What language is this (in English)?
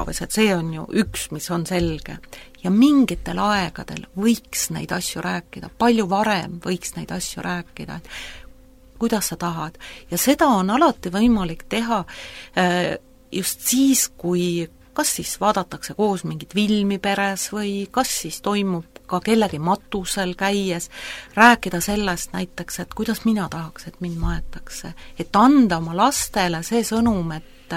Estonian